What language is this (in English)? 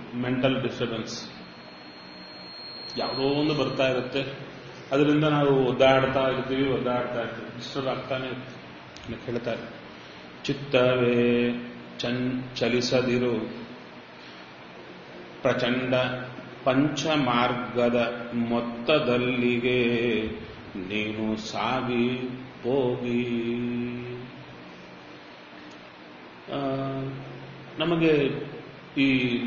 Kannada